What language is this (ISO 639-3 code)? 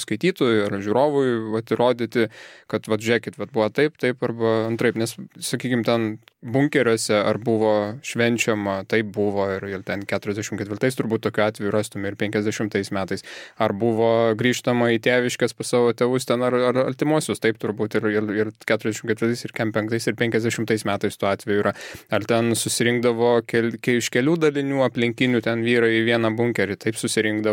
lit